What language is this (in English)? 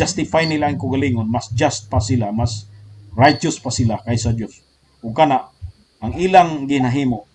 Cebuano